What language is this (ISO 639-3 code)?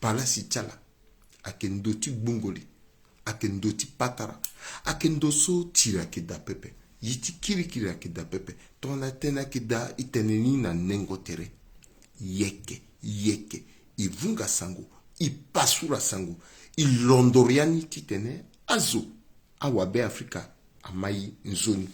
sag